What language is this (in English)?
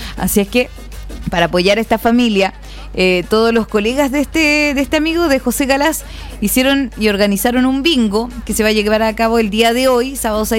Spanish